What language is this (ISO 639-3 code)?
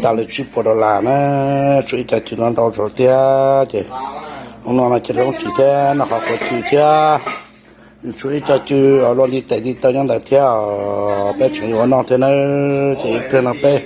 hmn